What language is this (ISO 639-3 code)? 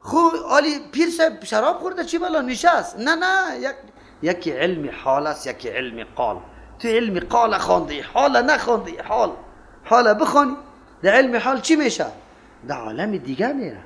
fas